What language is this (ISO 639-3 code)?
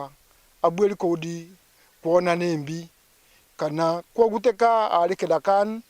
mer